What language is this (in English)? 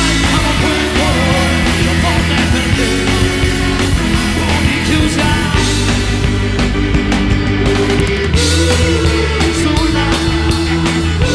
Italian